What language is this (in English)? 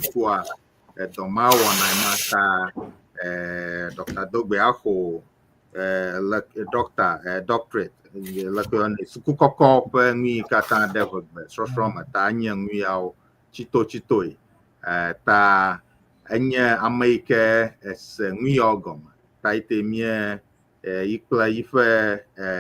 Ewe